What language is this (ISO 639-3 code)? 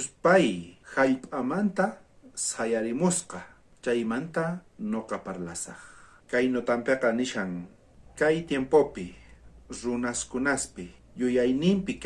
quh